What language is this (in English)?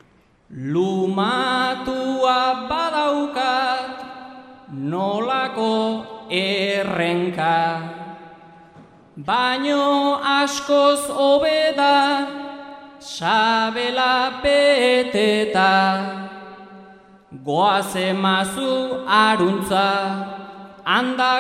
Basque